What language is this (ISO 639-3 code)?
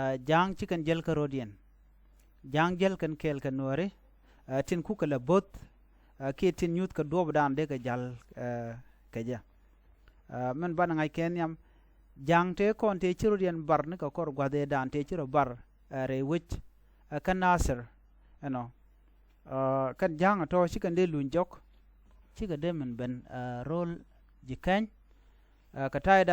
nus